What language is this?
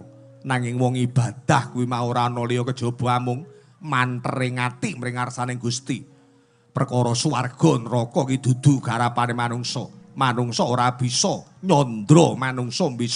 Javanese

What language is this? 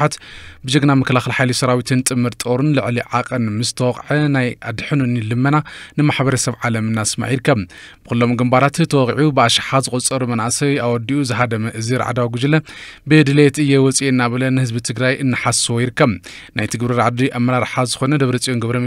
Tigrinya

